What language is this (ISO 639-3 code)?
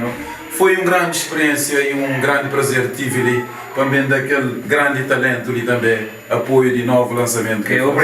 kea